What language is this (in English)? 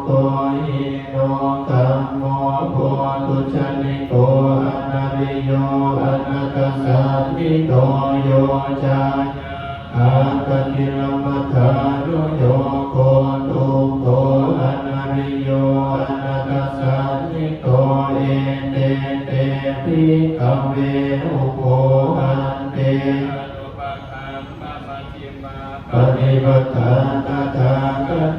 Pali